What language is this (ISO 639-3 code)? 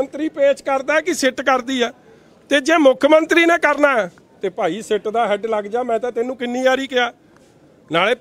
pan